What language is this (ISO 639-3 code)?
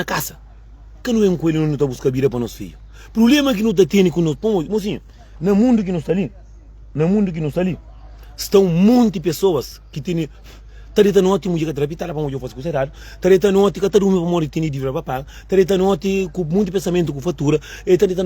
kea